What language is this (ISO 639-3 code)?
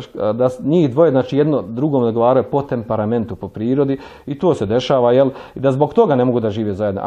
bos